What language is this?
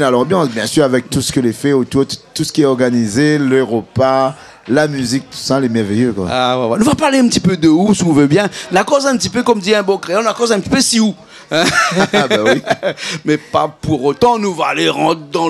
Réunion Creole French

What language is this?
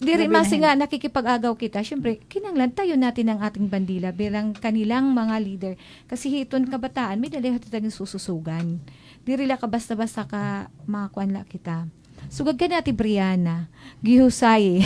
Waray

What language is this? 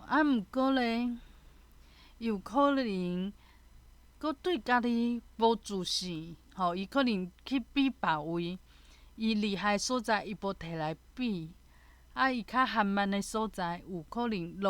Min Nan Chinese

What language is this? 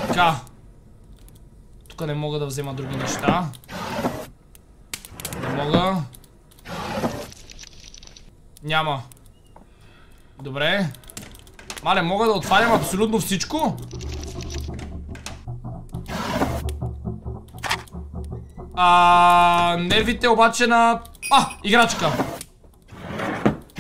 Bulgarian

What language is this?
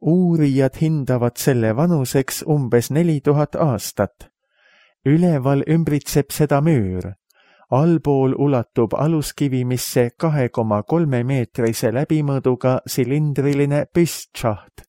Estonian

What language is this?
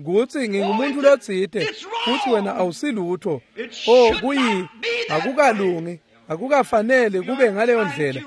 Swati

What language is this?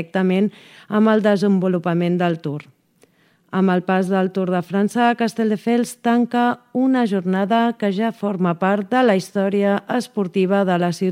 Catalan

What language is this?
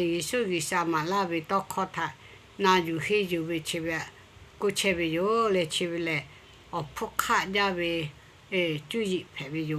Lahu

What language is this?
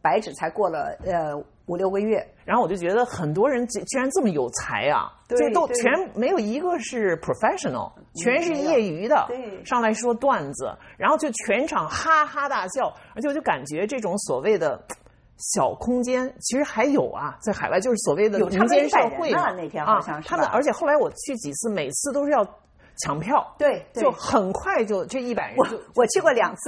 Chinese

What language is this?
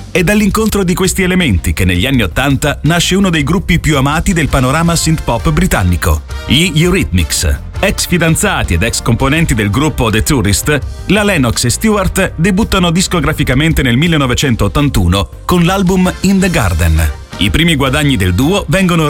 Italian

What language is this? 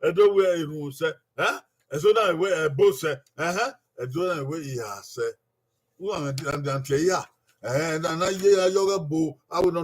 Bini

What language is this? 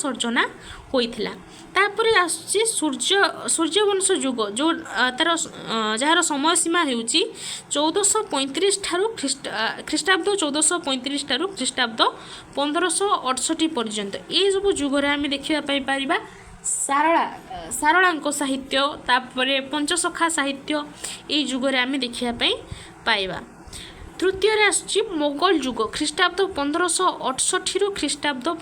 Odia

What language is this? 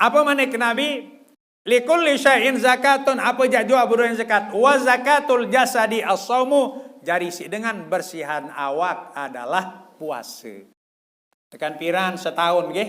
Sasak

